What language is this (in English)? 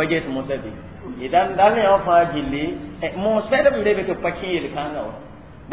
Mossi